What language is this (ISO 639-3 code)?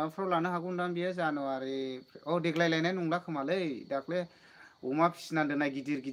brx